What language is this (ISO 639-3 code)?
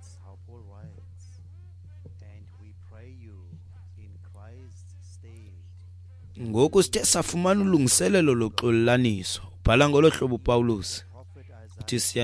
xho